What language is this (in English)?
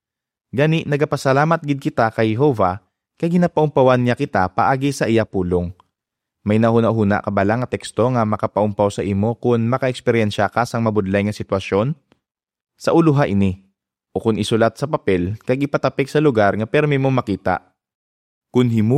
Hiligaynon